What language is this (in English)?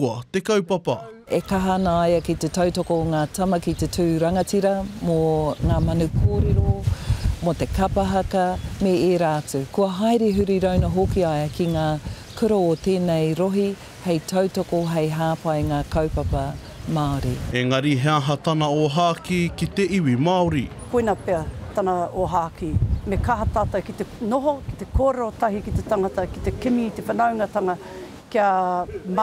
Māori